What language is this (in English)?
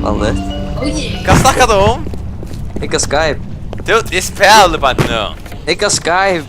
Faroese